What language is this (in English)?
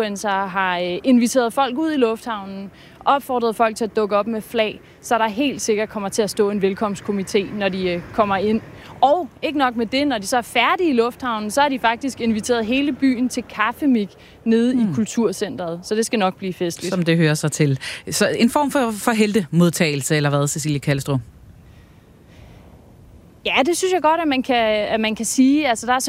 Danish